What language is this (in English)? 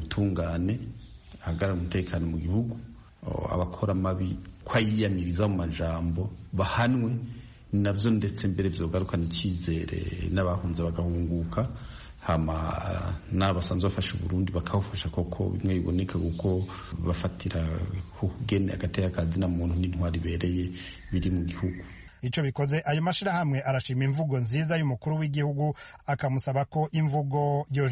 Rundi